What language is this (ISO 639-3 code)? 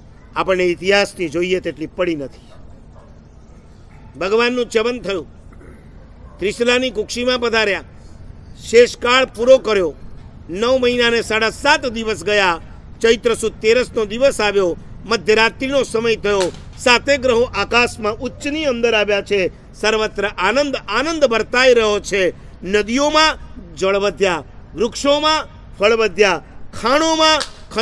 guj